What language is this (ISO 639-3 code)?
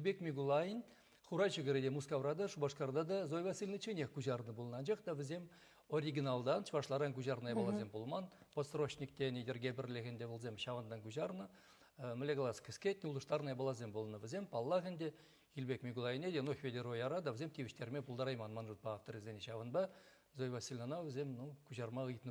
chv